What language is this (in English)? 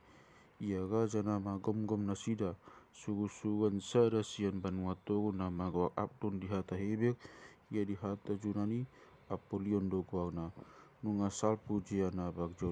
Batak Toba